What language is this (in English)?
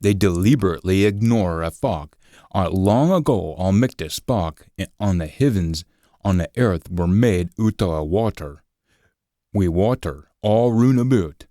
Scots